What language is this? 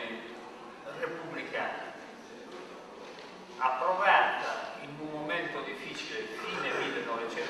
Italian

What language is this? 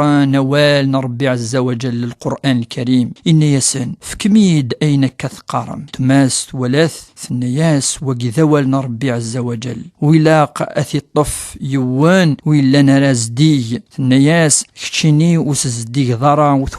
Kabyle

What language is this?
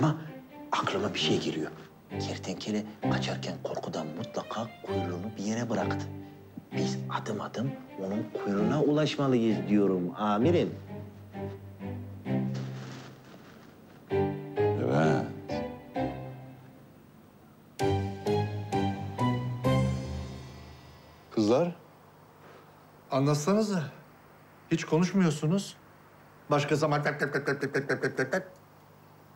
Turkish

